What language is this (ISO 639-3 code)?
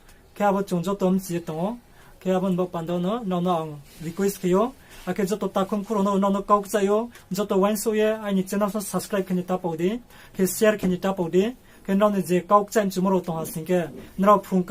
ria